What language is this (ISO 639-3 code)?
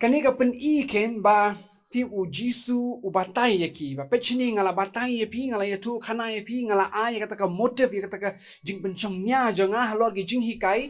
kha